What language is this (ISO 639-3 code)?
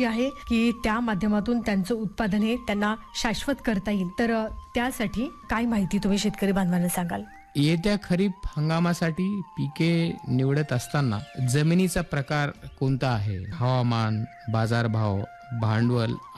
mar